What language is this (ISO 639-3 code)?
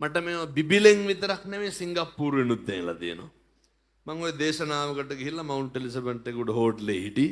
sin